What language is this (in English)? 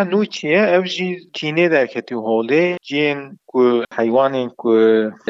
Kurdish